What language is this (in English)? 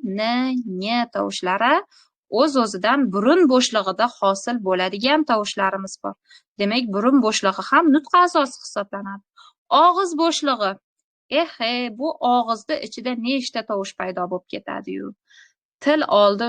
Uzbek